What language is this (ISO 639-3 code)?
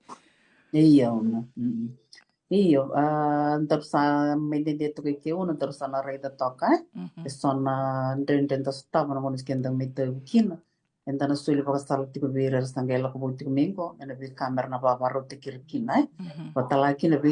fij